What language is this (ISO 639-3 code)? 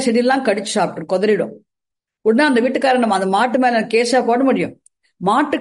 tam